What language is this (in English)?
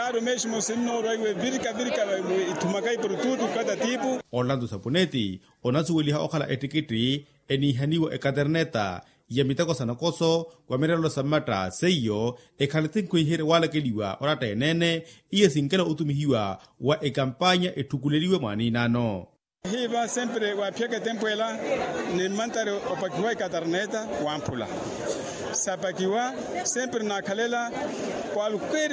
Makhuwa